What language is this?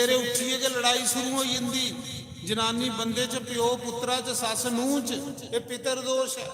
Dogri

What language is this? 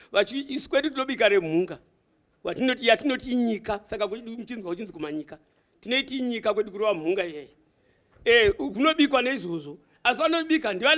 Shona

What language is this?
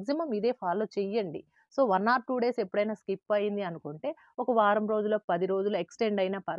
Telugu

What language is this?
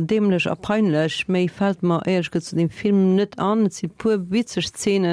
Luxembourgish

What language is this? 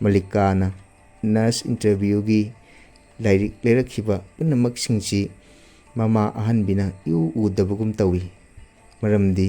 Manipuri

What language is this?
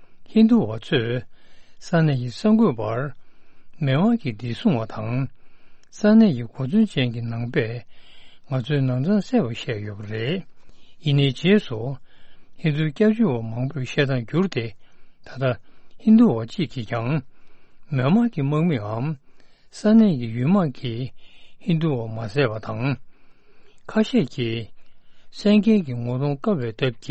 Tibetan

